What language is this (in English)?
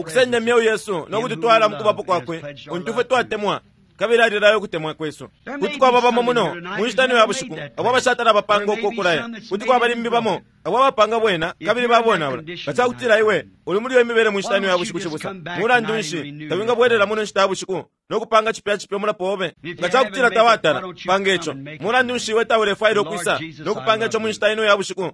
Bemba